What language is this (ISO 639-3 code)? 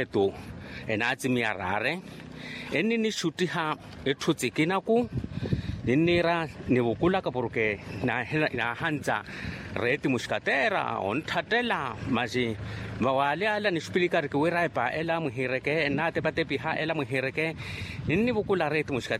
vmw